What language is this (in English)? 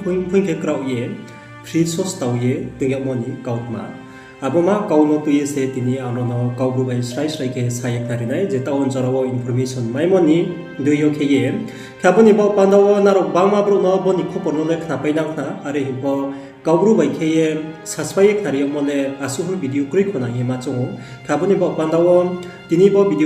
Riang (India)